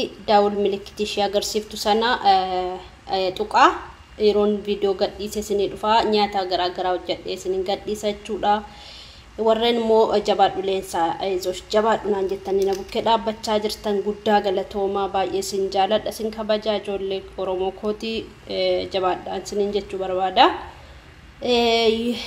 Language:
Oromo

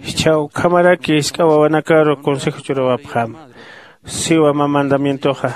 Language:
Aymara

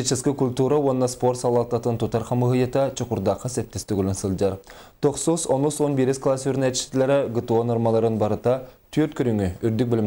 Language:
Yakut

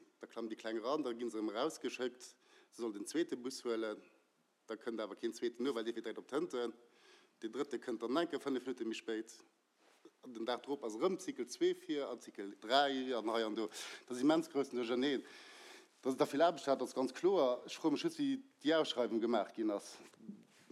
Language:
Luxembourgish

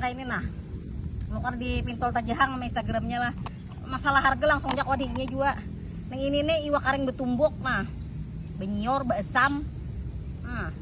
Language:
Banjar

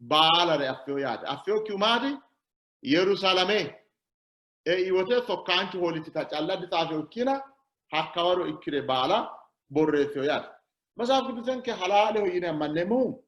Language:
Sidamo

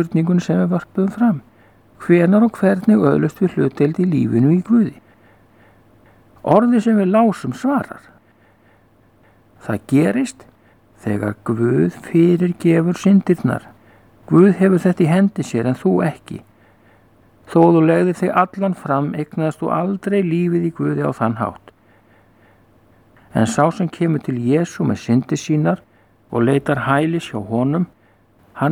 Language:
Icelandic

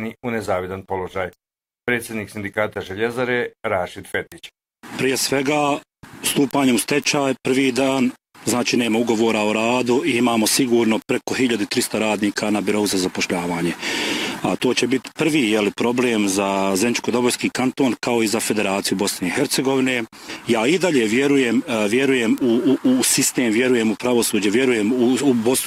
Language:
Bosnian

